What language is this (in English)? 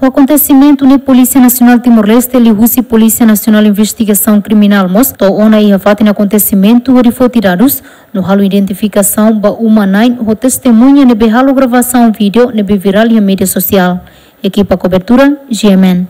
Tetum